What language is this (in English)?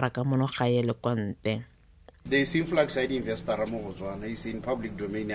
Tswana